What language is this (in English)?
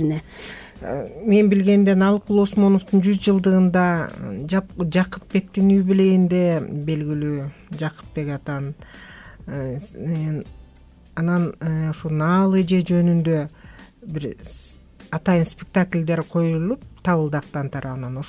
Kyrgyz